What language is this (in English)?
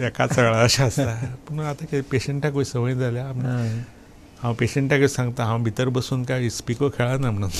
Konkani